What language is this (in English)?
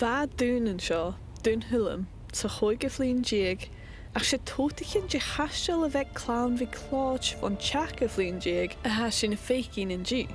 Scottish Gaelic